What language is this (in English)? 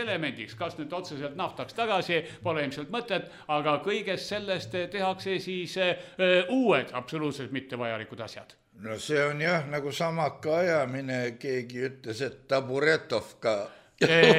Estonian